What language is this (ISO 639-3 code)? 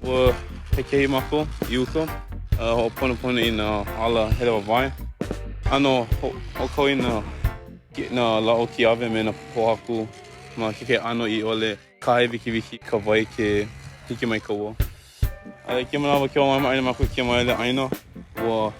haw